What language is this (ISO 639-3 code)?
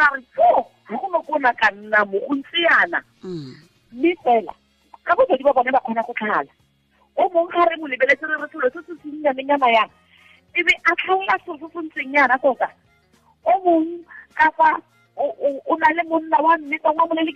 tsn